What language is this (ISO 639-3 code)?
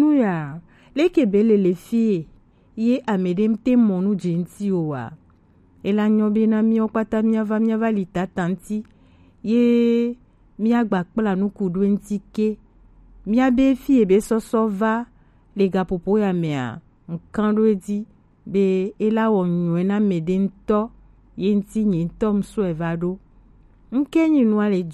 gej